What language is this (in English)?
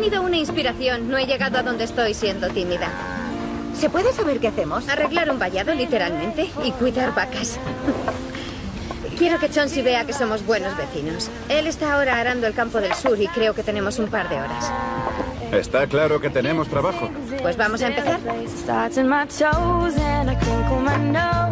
Spanish